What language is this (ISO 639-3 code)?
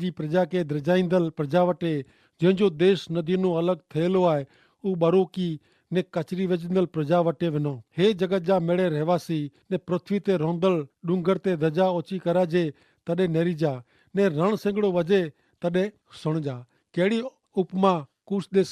kfr